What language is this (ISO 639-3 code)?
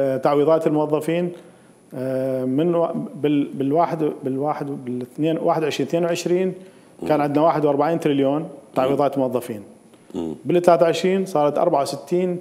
acm